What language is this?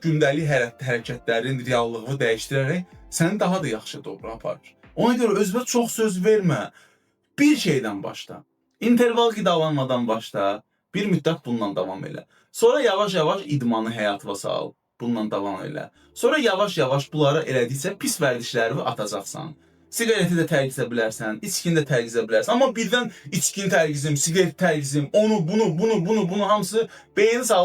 Azerbaijani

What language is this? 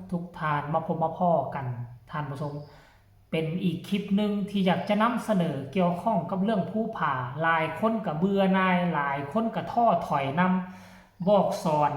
Northeastern Thai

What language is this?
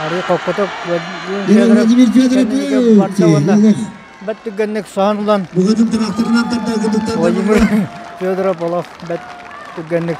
Yakut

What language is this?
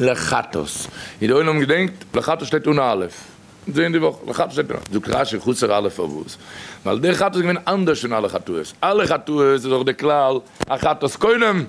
Yiddish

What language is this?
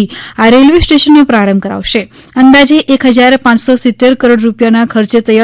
Gujarati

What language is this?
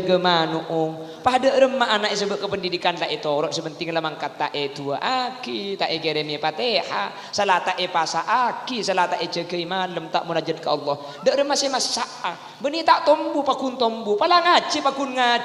Madurese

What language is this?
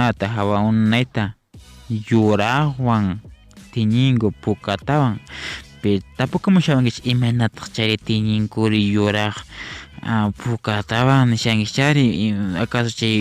Quechua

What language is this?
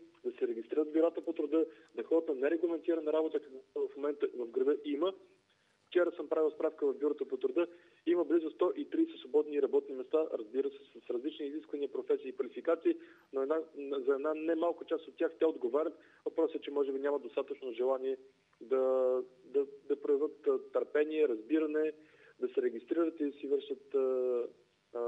Bulgarian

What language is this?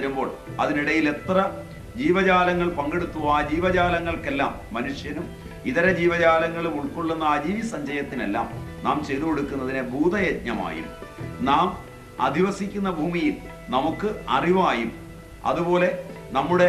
Malayalam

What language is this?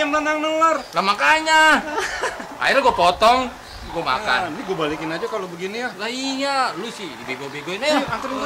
Betawi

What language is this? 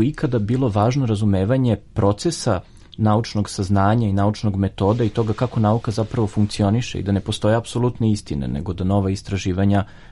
Serbian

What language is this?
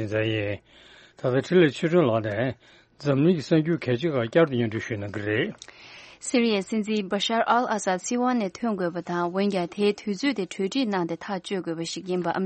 Tibetan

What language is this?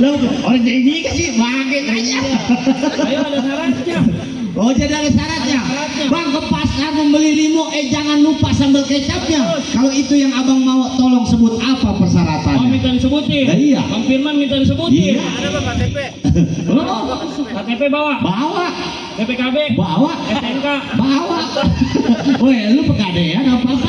Betawi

